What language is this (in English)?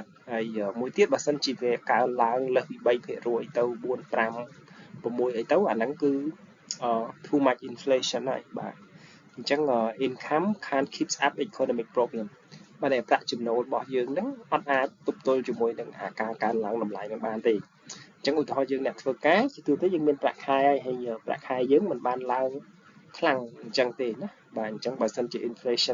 Khmer